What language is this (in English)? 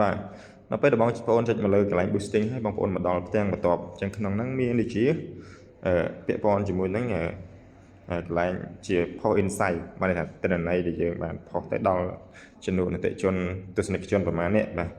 Khmer